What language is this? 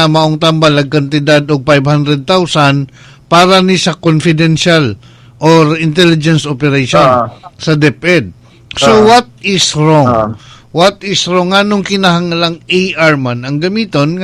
Cebuano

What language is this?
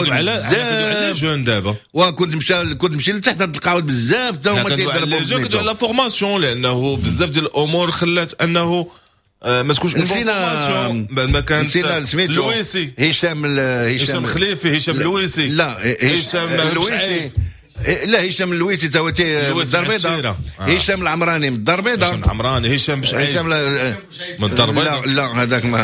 Moroccan Arabic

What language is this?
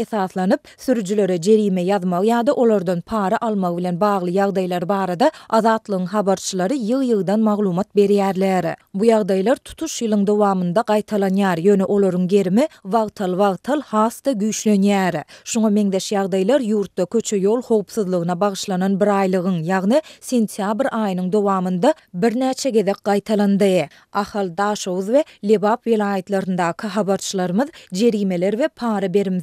Turkmen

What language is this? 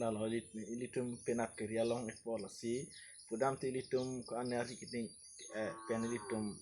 Karbi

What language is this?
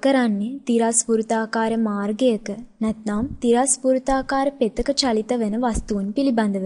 Sinhala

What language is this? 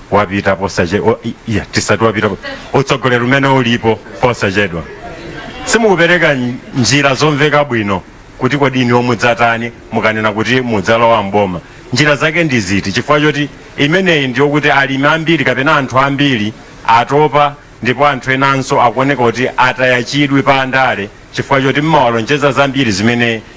Nyanja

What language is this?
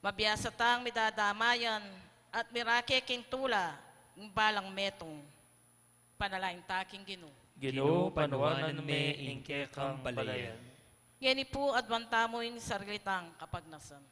Pampanga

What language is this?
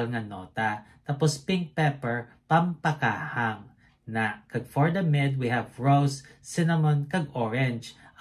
Hiligaynon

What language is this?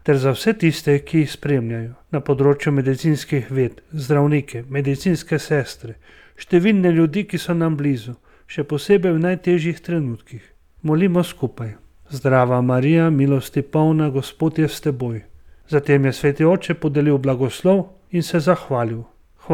Slovenian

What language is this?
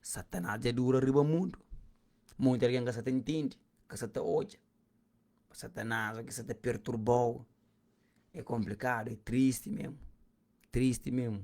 Kabuverdianu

